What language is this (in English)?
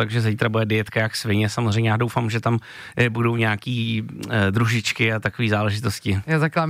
Czech